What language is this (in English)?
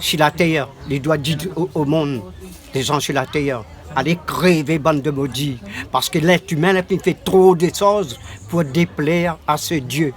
Réunion Creole French